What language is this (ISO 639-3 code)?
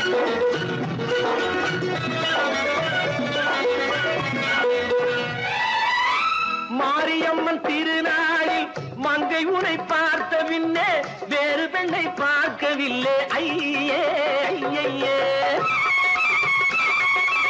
tam